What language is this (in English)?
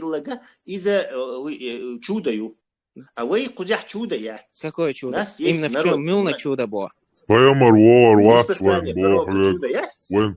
Chechen